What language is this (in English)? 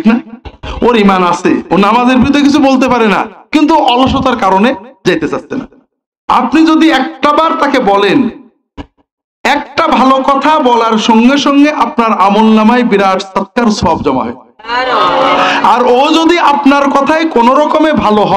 Bangla